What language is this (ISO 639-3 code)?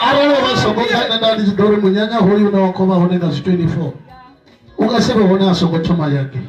ven